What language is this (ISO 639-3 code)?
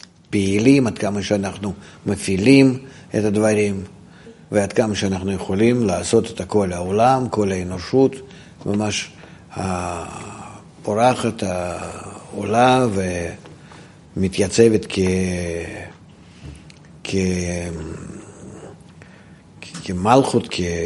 heb